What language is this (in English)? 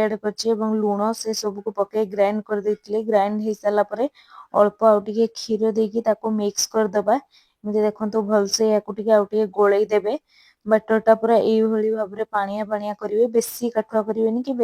Odia